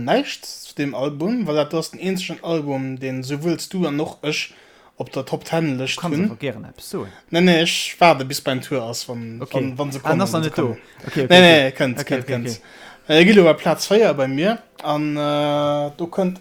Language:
Luxembourgish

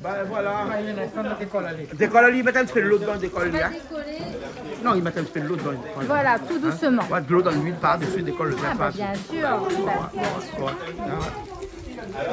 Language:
Réunion Creole French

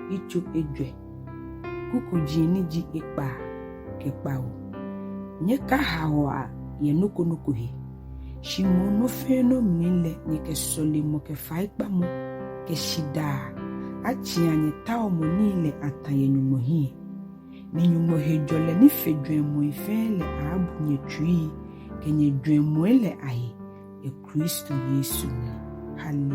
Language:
Ga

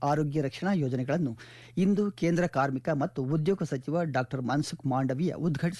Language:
Kannada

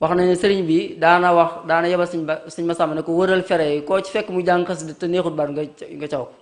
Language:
Wolof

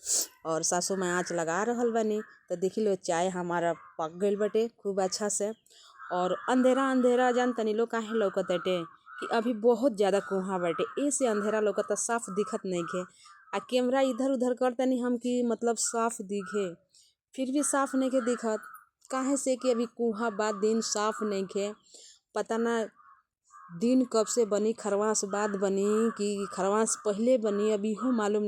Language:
Bhojpuri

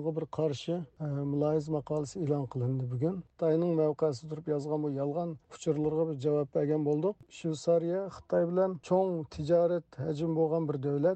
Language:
Uyghur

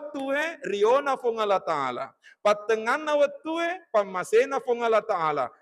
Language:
Buginese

